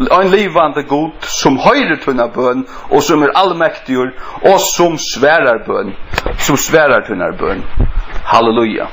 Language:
Faroese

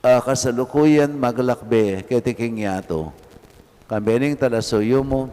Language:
Pampanga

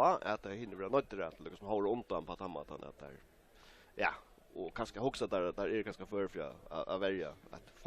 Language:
Faroese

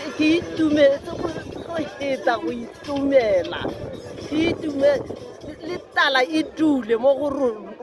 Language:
Tswana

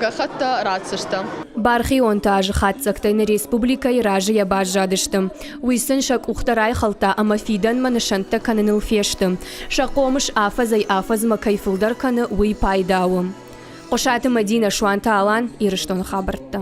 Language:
Ossetic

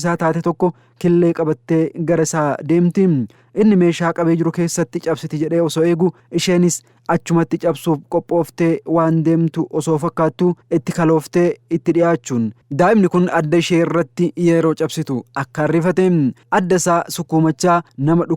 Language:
Oromo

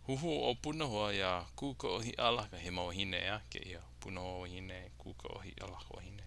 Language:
Hawaiian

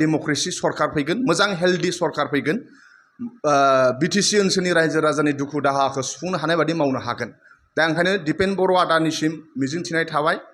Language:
Bodo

